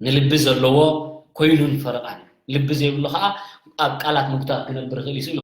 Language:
Tigrinya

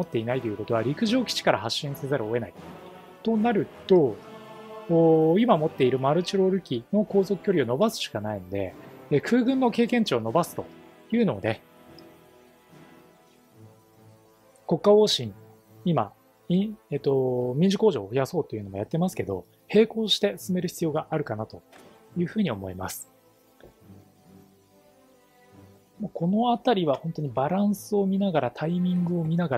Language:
Japanese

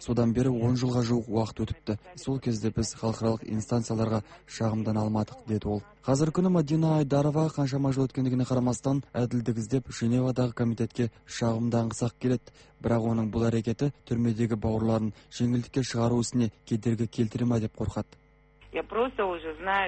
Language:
Kazakh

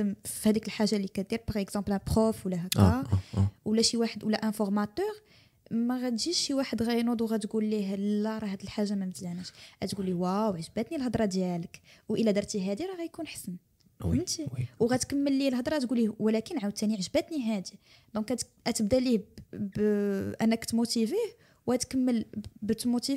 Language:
Moroccan Arabic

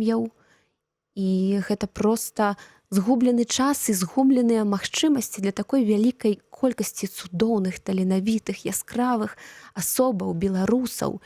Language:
Belarusian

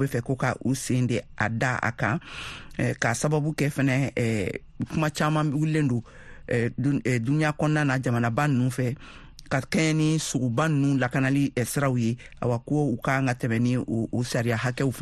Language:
Bambara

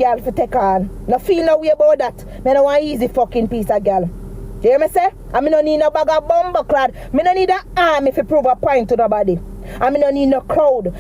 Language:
Jamaican Creole English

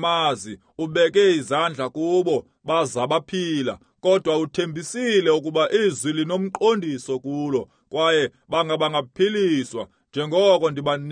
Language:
Xhosa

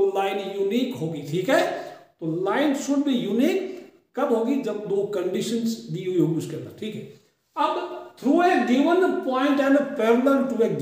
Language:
Hindi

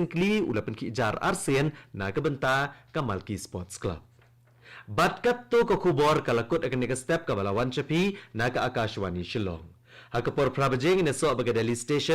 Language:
Khasi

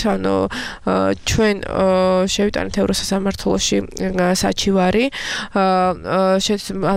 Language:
Georgian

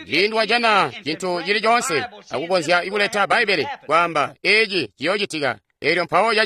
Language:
Tonga (Zambia)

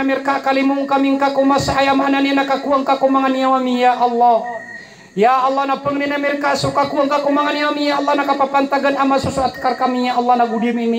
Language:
Maranao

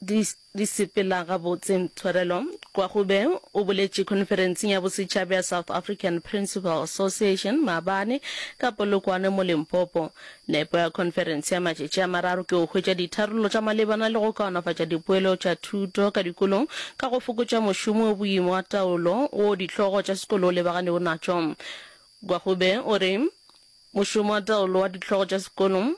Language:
Northern Sotho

